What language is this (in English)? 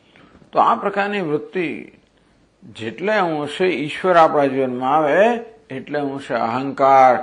Gujarati